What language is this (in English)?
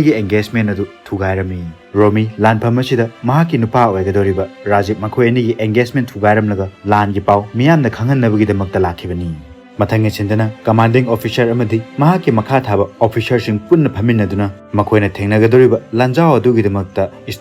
Manipuri